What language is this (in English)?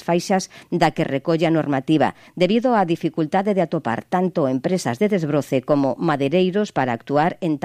Galician